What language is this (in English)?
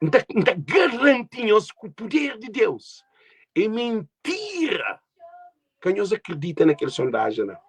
Kabuverdianu